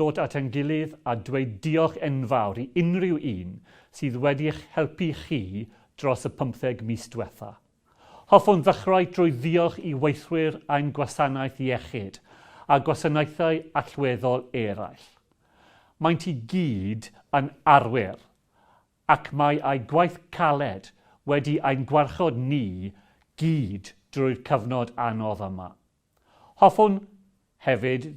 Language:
Welsh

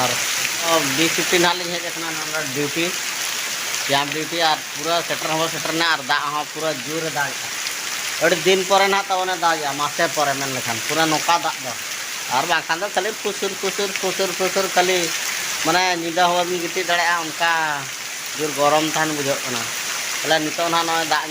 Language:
Santali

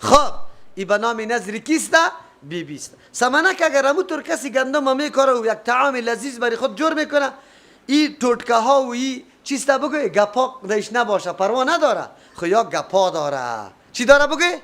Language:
Persian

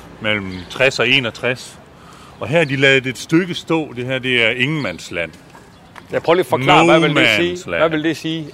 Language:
Danish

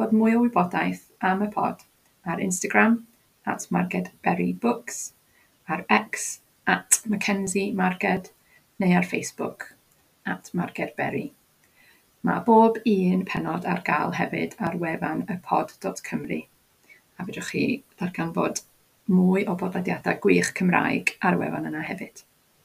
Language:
Welsh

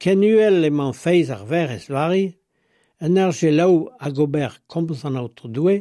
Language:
Breton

